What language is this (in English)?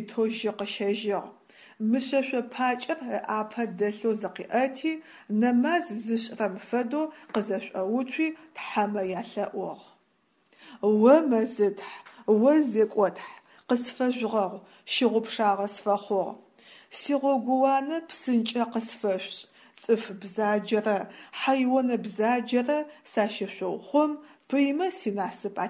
Adyghe